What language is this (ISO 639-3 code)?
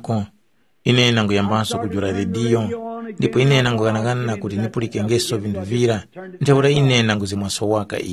tum